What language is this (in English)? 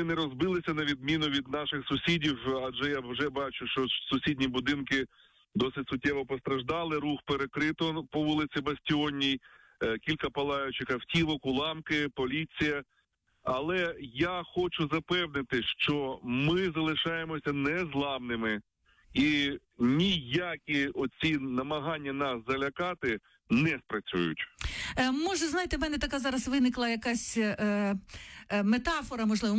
Ukrainian